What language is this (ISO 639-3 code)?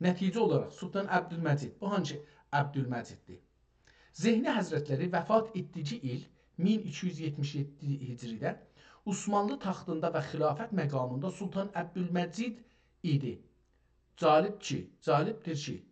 azb